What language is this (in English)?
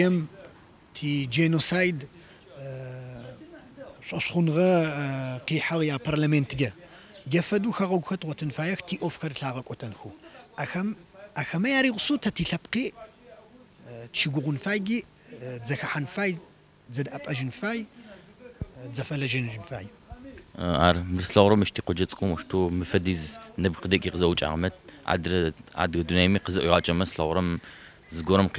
Adyghe